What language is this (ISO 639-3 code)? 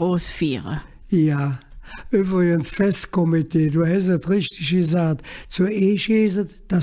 ksh